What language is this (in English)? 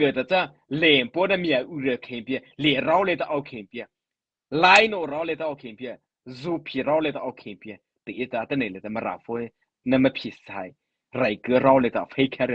Mara Chin